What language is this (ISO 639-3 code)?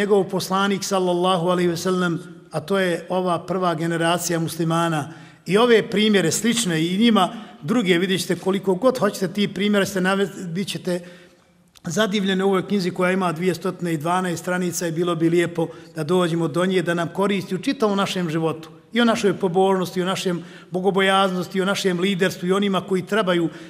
bos